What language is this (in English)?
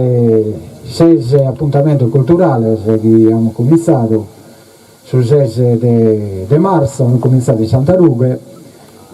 Sardinian